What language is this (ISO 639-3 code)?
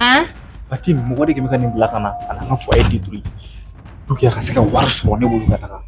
bam